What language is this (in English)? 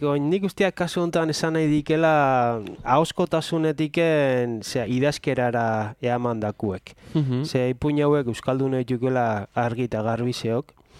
Basque